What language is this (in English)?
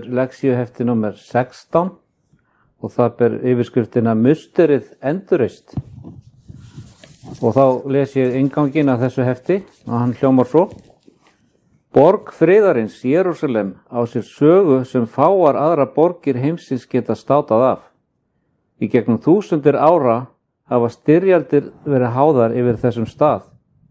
Icelandic